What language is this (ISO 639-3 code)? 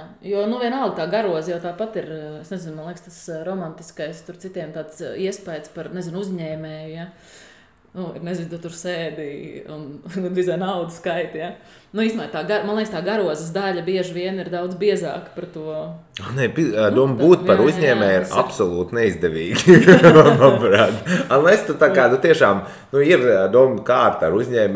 lav